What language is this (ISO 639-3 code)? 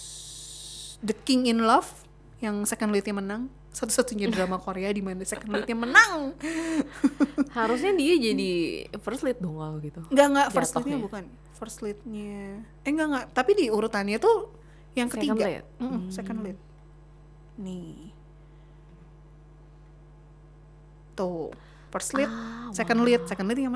ind